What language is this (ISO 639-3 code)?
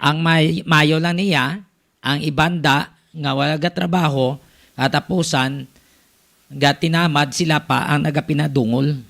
hil